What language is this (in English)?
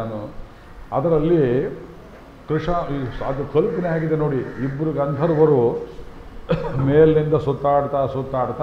Kannada